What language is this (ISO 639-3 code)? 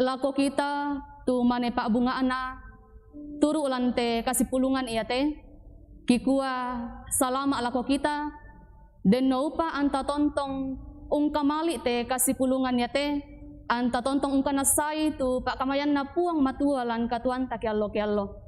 sda